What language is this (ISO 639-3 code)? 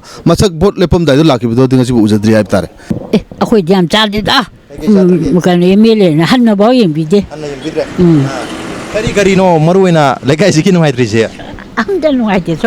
mni